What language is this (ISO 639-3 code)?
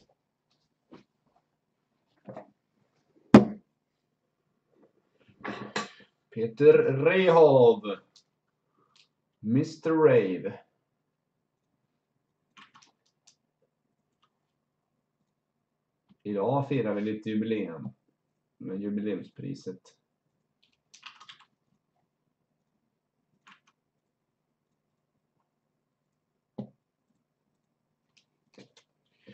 swe